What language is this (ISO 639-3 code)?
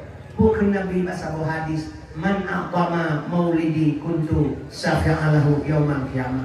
ace